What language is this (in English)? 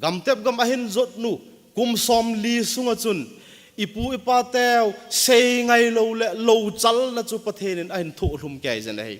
Thado Chin